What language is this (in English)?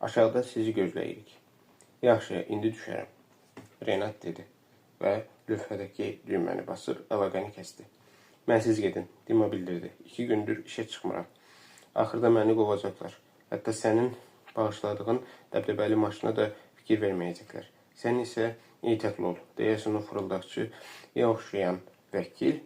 Azerbaijani